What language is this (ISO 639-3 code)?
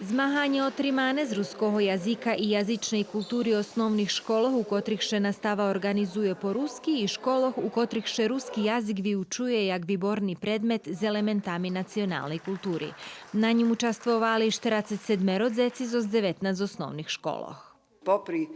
rue